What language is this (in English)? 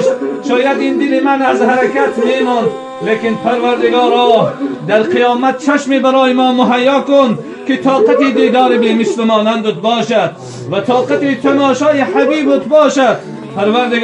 Tajik